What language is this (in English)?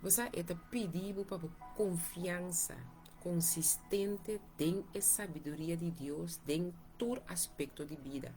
Papiamento